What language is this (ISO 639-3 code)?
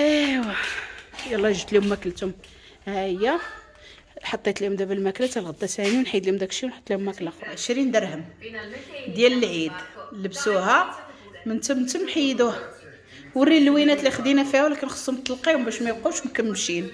ary